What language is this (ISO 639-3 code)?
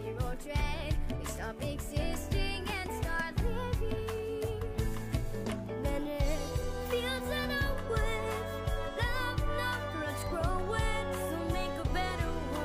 eng